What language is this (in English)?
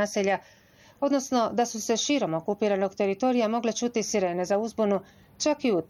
Bosnian